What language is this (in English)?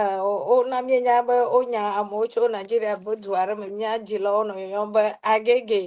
Ewe